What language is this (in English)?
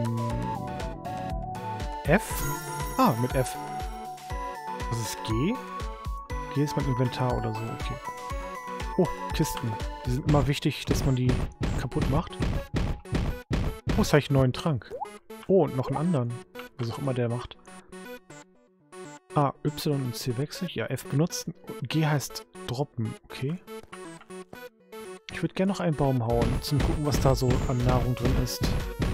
German